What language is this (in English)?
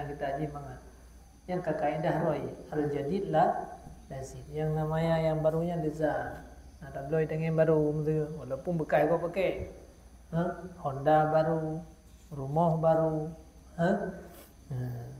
Achinese